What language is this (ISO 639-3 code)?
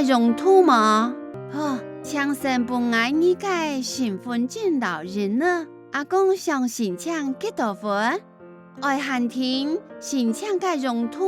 hak